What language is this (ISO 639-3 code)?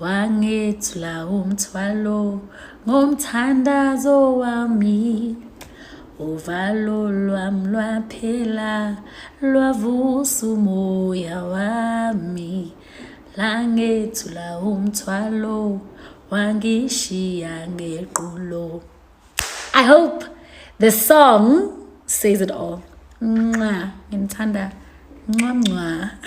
zul